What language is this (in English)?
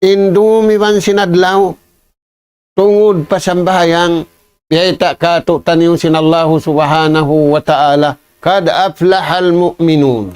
Tausug